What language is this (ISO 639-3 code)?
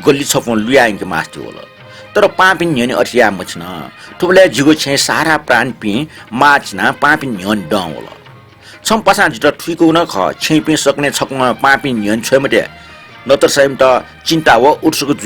new